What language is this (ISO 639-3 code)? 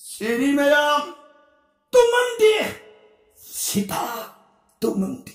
mni